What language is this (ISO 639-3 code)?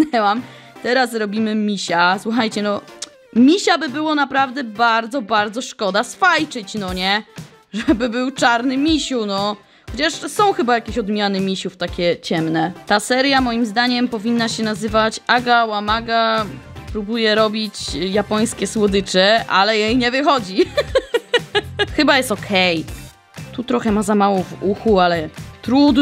pol